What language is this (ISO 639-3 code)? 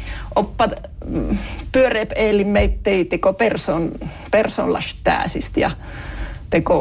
sme